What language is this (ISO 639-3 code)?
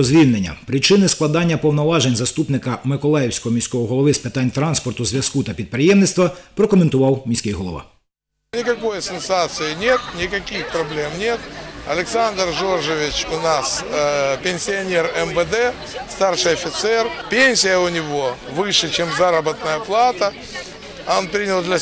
ukr